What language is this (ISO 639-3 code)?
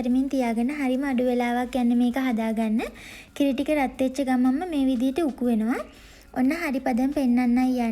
sin